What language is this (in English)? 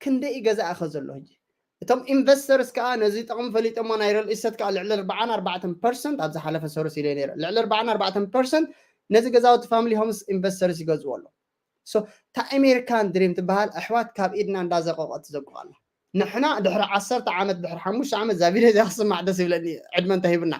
Tigrinya